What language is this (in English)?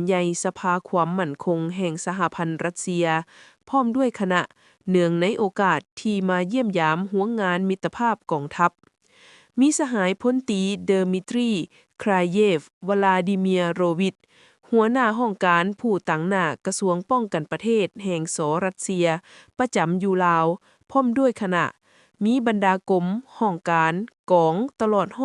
Lao